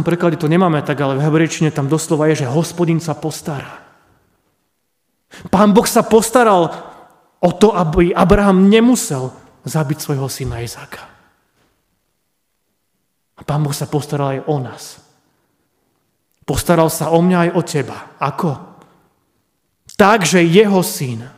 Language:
Slovak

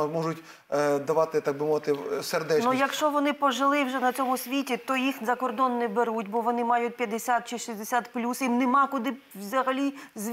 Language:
Ukrainian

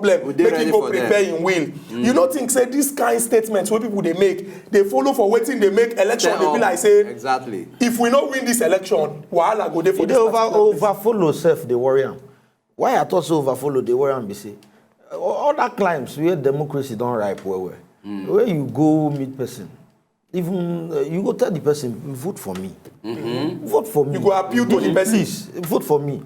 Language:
Nigerian Pidgin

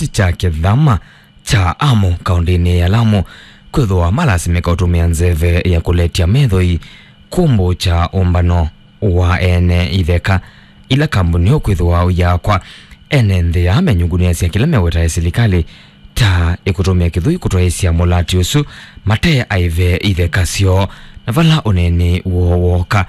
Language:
Kamba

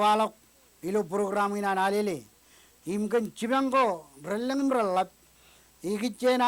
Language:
Marshallese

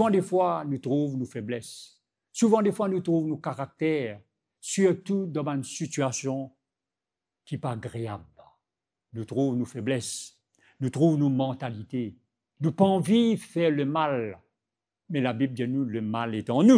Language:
Morisyen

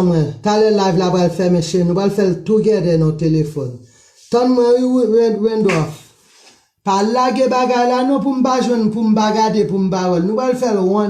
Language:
Haitian Creole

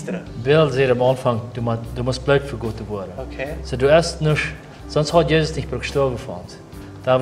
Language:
Plautdietsch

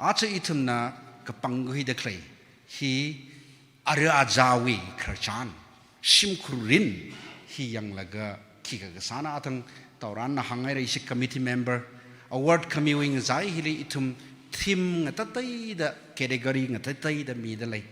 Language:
Tangkhul Naga (India)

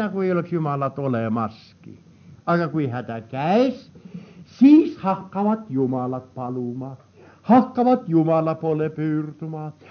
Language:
Estonian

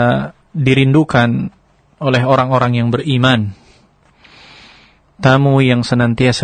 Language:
Indonesian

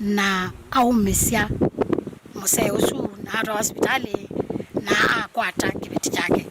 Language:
Kamba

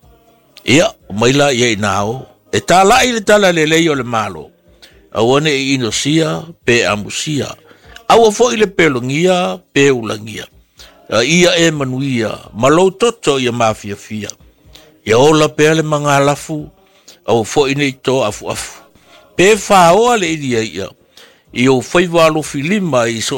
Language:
Samoan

